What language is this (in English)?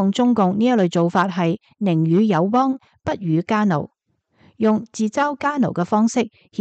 Cantonese